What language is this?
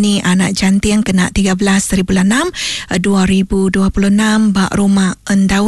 Iban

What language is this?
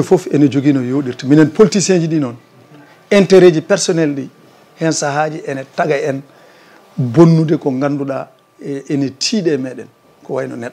Fula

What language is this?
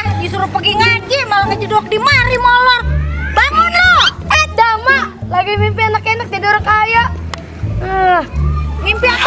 Betawi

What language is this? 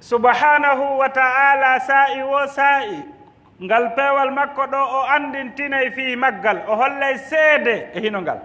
Fula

